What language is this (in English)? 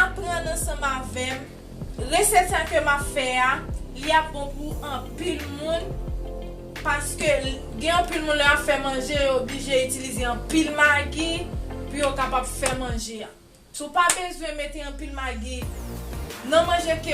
Haitian Creole